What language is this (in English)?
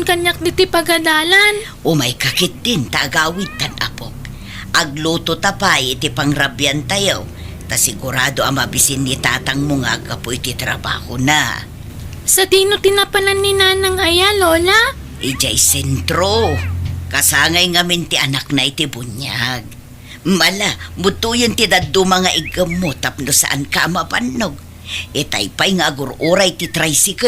Iloko